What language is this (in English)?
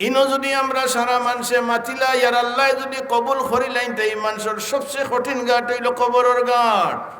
Sylheti